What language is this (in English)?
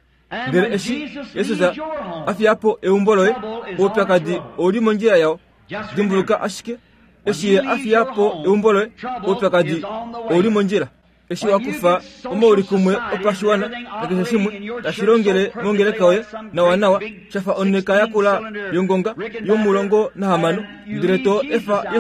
Kuanyama